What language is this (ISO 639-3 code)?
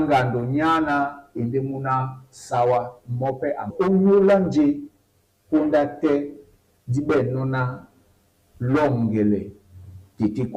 dua